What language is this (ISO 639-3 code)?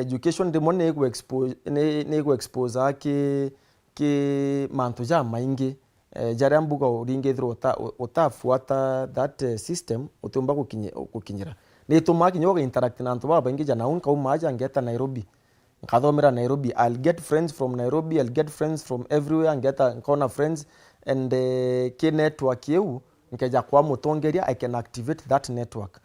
mer